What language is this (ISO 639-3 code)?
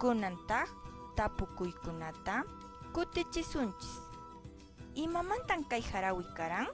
que